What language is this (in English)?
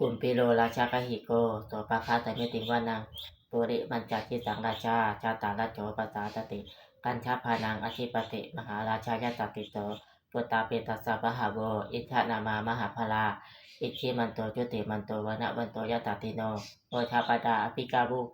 Pali